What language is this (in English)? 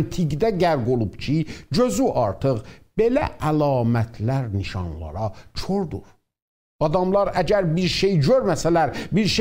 South Azerbaijani